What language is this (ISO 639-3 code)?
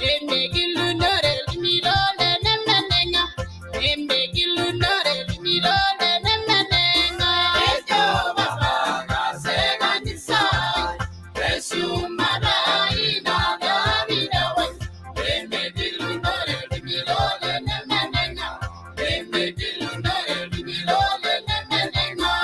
mas